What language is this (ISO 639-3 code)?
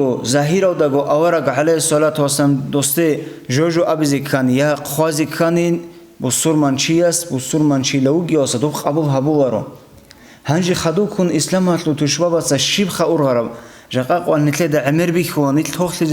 ava